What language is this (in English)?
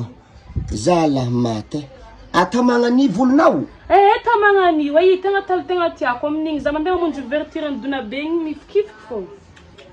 Malagasy